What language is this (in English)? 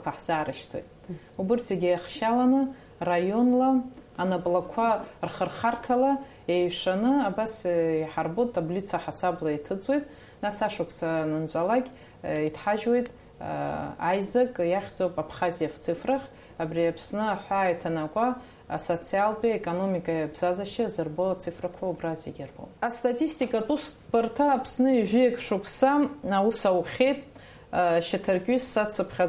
Abkhazian